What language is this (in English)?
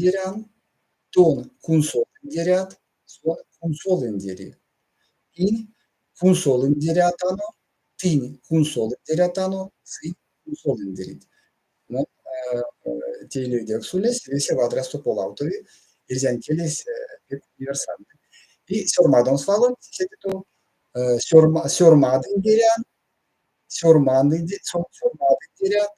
Erzya